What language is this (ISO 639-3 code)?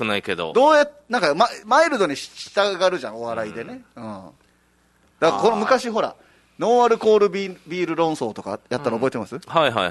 jpn